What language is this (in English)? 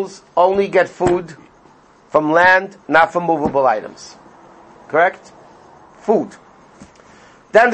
English